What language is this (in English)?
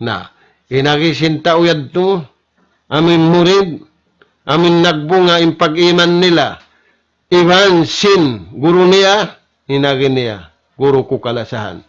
Tausug